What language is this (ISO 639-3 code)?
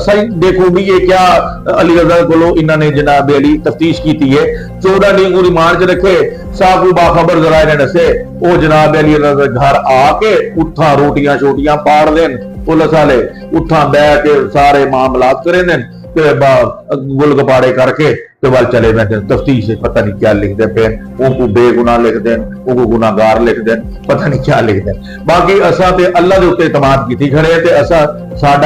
skr